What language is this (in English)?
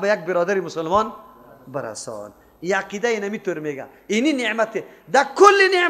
Persian